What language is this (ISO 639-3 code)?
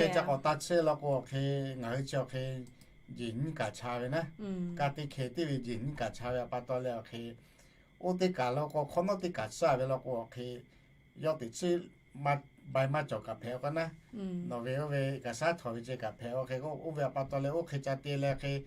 lhu